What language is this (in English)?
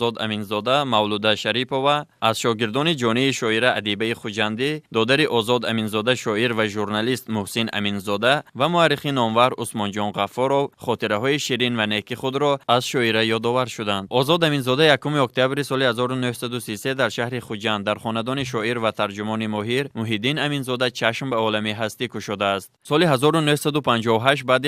Tajik